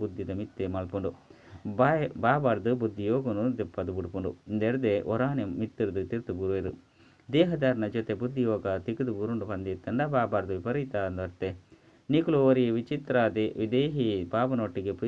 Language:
Tulu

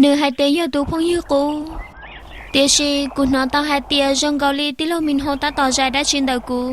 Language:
Hmong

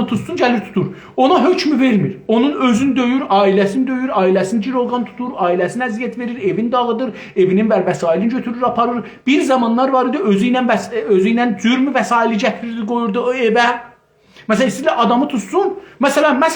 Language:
South Azerbaijani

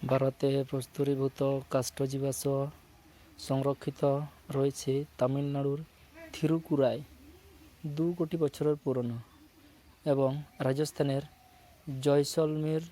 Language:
Santali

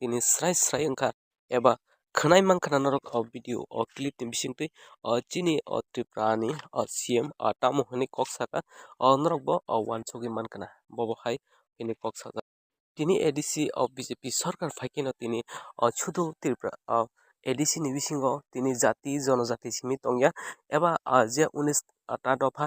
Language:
Kok Borok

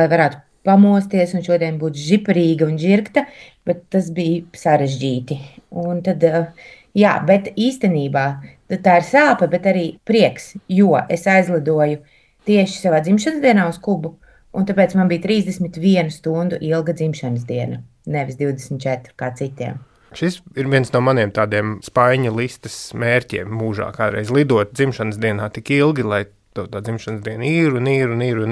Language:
Latvian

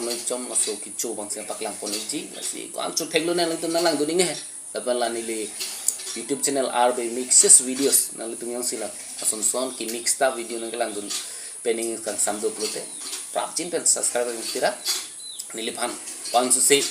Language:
Karbi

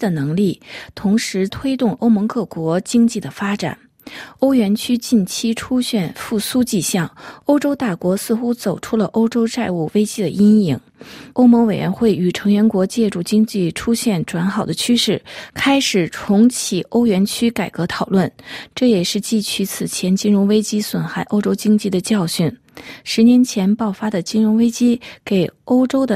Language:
Chinese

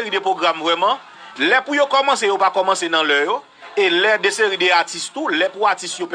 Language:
Haitian Creole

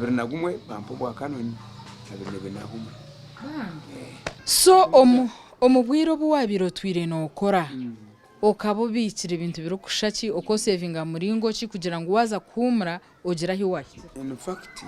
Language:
Nyankole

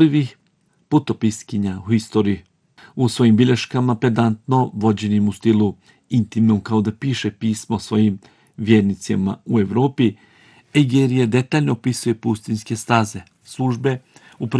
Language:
Bosnian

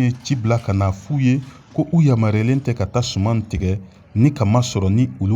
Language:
Bambara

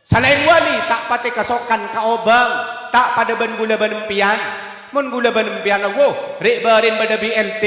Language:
Madurese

